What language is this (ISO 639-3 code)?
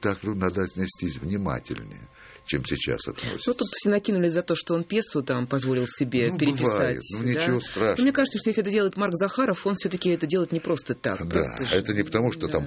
rus